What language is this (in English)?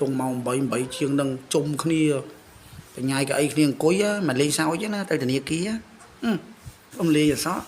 Khmer